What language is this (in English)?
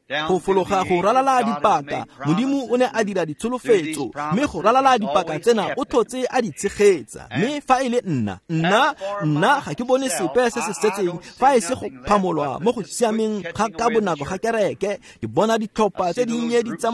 Tswana